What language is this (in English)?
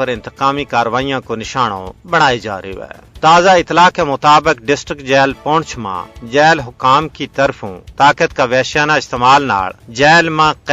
Gujari